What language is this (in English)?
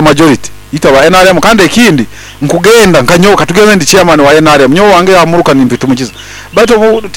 Nyoro